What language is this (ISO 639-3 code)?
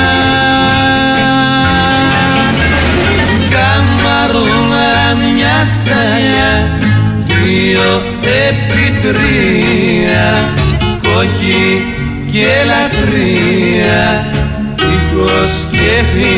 ell